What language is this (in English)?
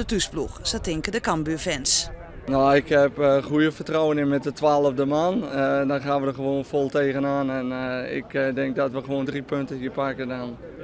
Western Frisian